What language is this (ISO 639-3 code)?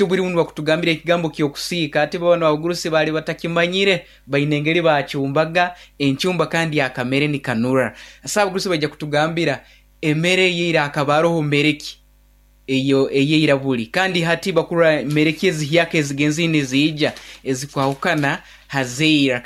nyn